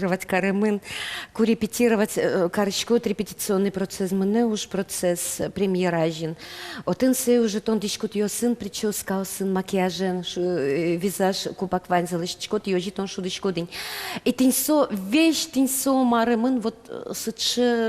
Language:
Udmurt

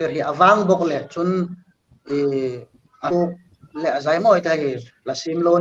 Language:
Hmar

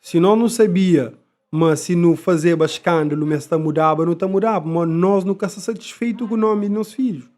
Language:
Kabuverdianu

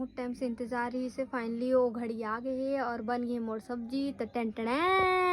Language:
Chhattisgarhi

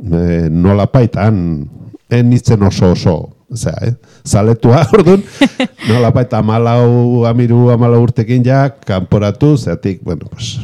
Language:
Basque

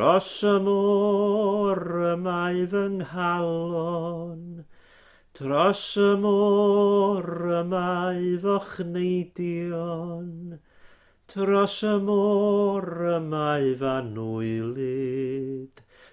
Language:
Welsh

